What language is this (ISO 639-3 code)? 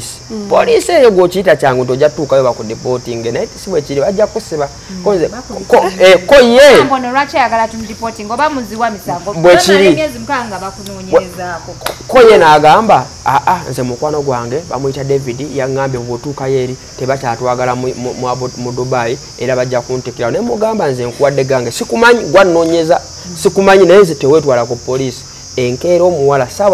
lug